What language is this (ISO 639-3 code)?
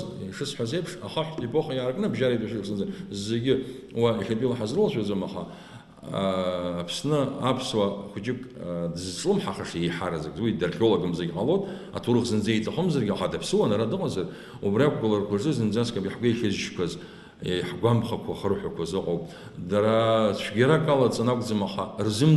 abk